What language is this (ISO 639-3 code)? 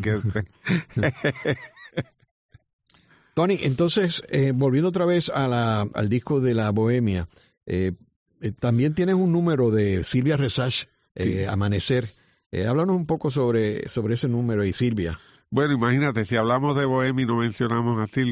spa